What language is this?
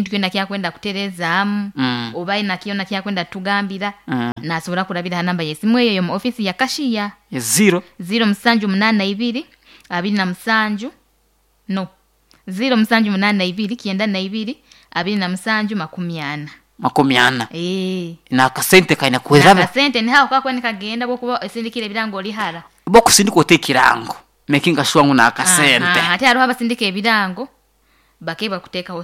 Nyoro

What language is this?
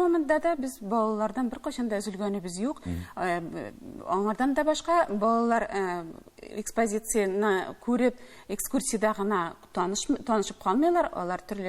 Tatar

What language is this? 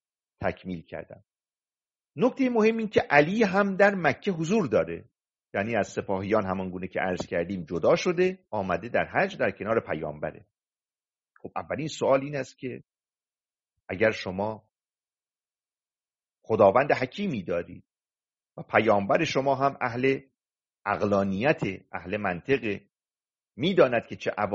Persian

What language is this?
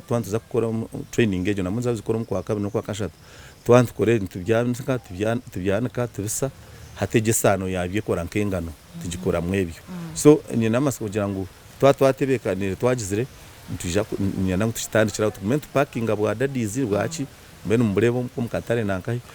Nyankole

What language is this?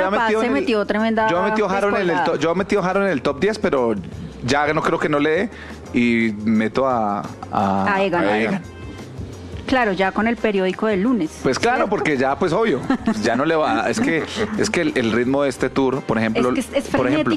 Spanish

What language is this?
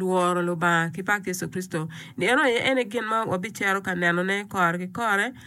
Acoli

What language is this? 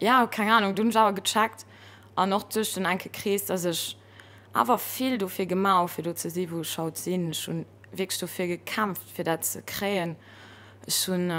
Luxembourgish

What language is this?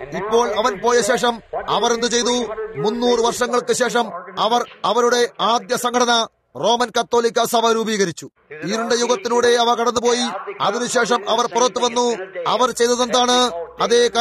Malayalam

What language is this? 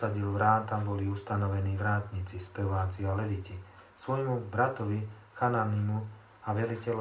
Slovak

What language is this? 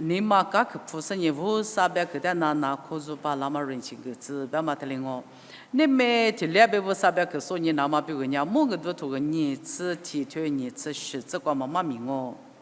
Lisu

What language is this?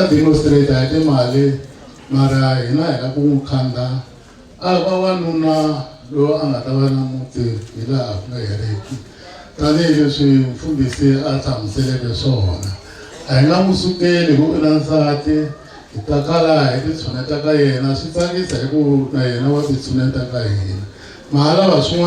Tsonga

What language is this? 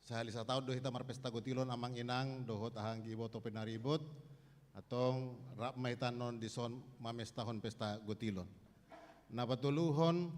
Batak Toba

